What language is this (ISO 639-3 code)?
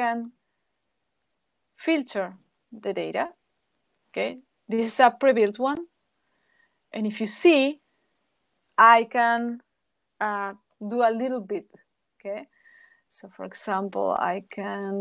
eng